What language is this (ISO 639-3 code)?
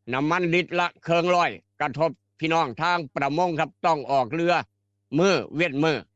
tts